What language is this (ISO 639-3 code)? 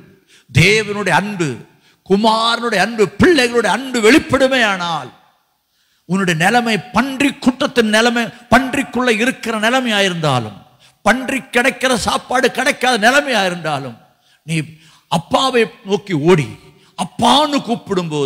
tam